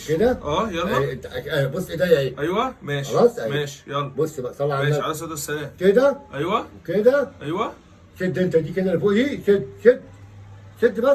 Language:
Egyptian Arabic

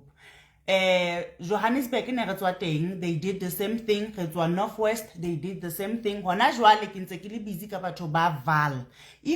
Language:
Southern Sotho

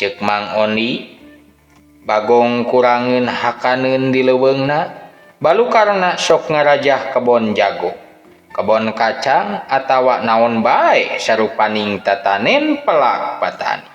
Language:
Sundanese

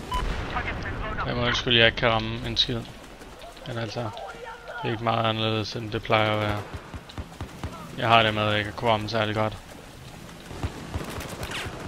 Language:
Danish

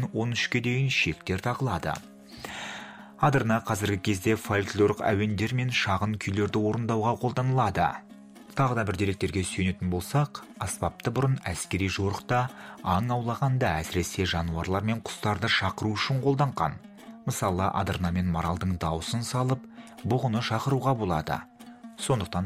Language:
Kazakh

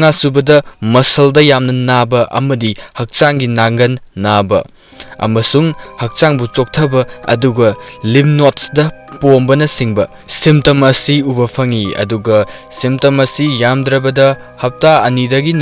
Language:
Manipuri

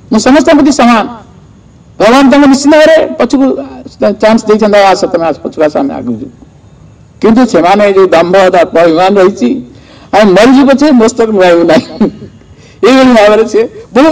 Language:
Odia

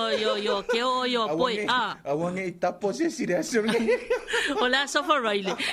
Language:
Samoan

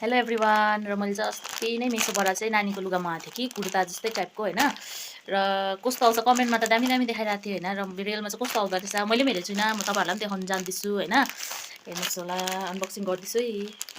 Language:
Nepali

